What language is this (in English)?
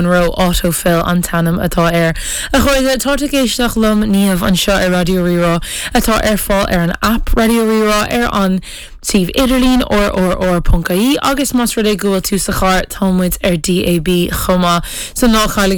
Irish